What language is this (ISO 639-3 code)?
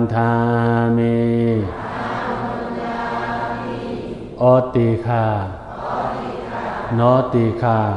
shn